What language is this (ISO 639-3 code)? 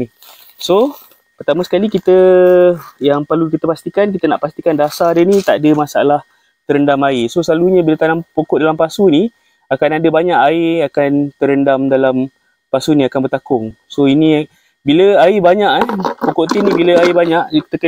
msa